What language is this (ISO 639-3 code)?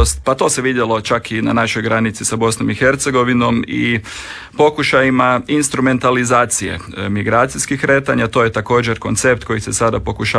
hrv